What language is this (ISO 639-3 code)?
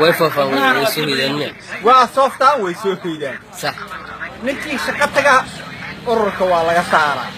som